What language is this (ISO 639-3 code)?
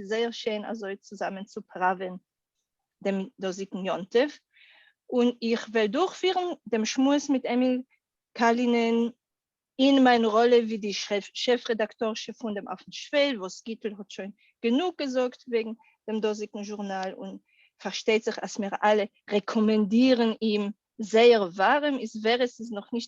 yid